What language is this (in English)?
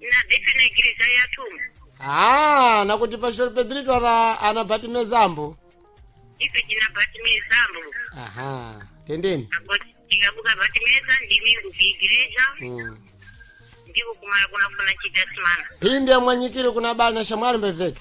Sena